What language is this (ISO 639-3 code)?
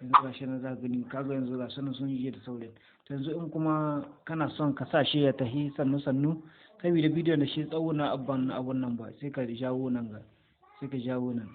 hau